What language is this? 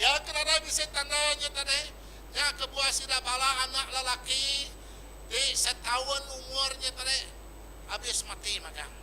Iban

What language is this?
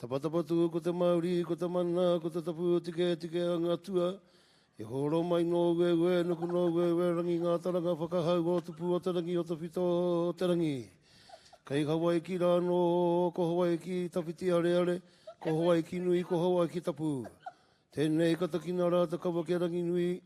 Māori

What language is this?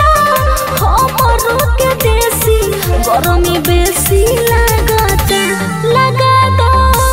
Bhojpuri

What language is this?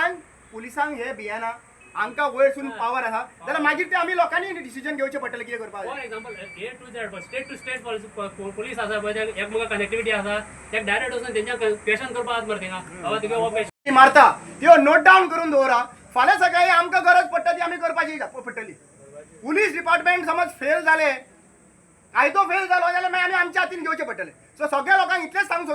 Konkani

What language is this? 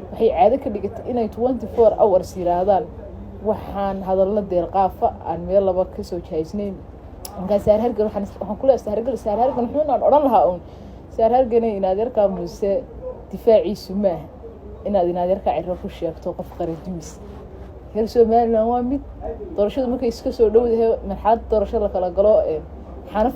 Somali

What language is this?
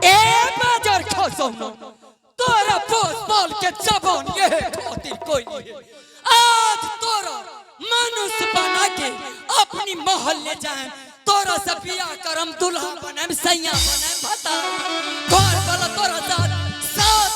Angika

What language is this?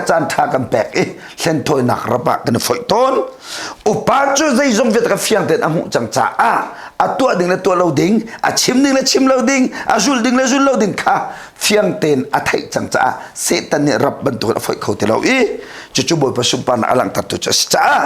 Hakha Chin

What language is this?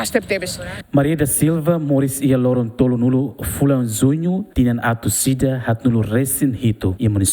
Tetum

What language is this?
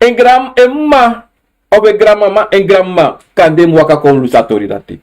Sranan Tongo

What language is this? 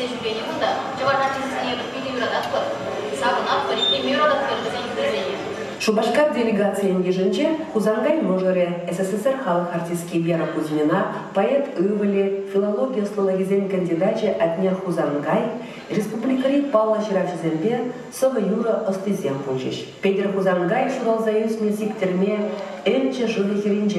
Chuvash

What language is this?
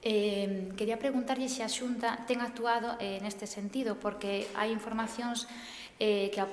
Galician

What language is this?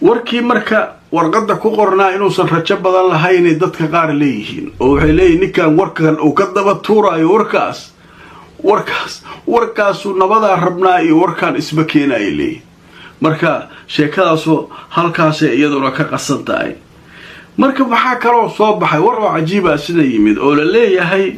Somali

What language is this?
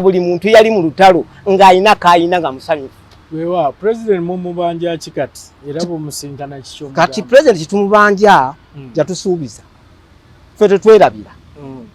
Ganda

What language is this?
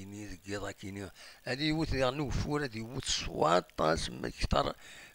Kabyle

